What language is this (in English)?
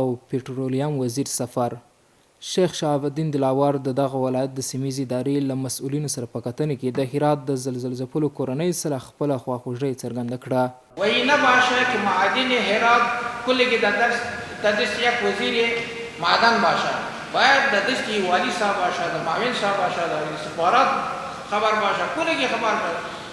Pashto